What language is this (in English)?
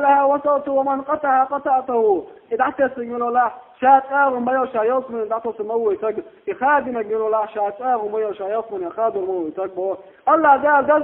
Chechen